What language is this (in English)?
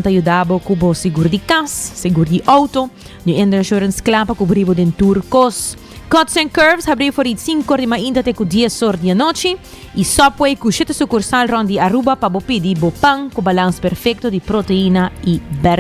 Papiamento